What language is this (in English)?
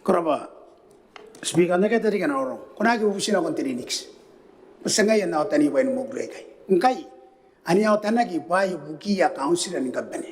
Gilbertese